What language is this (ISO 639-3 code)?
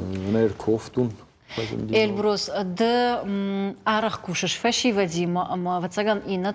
oss